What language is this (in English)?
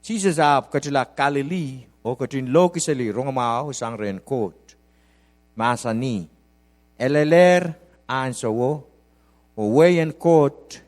Pohnpeian